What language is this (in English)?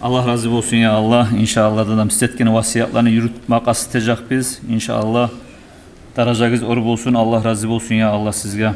Kumyk